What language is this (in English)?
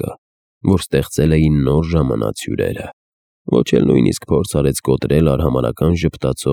Armenian